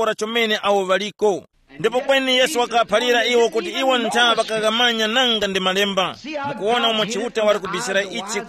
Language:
Tumbuka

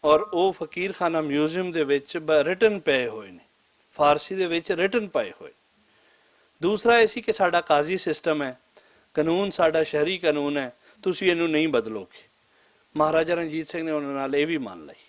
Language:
Western Panjabi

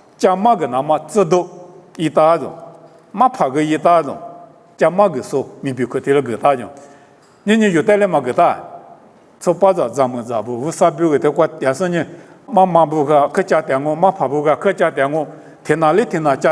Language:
Lisu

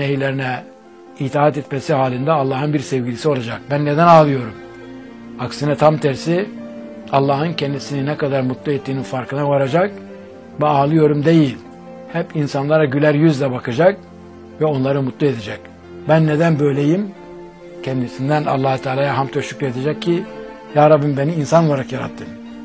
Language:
Turkish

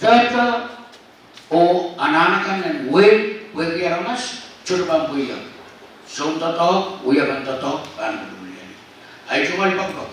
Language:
Pohnpeian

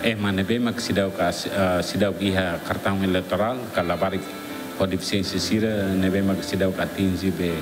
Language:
Tetum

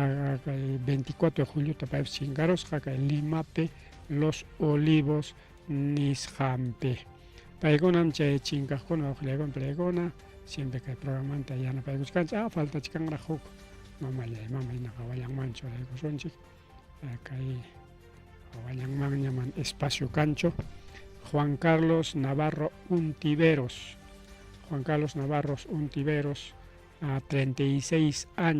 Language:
Ayacucho Quechua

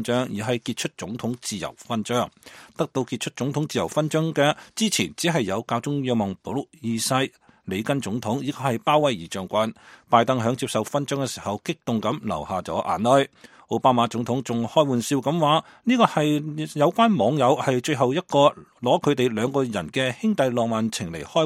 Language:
Cantonese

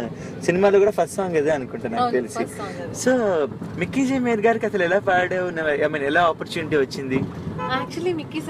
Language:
Telugu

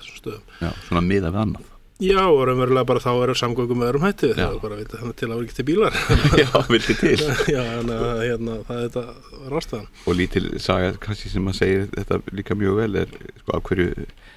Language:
Icelandic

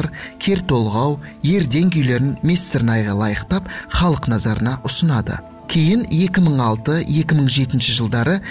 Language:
Kazakh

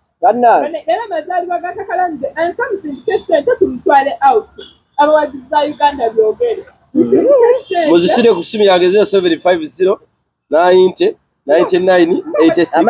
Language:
Ganda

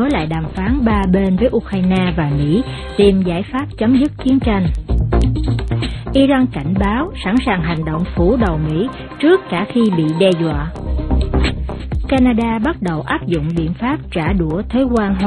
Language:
Vietnamese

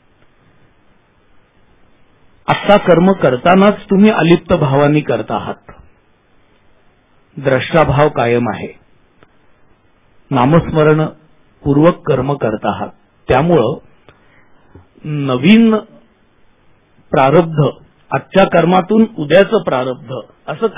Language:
Marathi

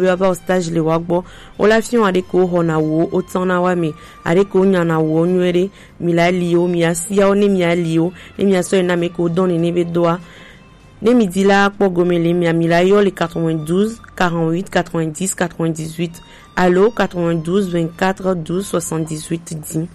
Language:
Gen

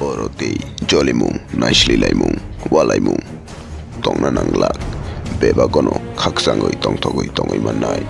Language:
Kok Borok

